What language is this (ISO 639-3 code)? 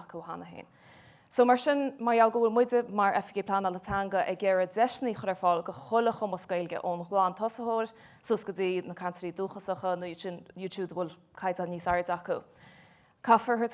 gle